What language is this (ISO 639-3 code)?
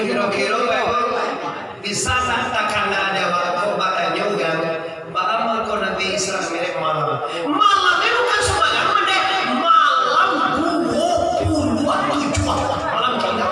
min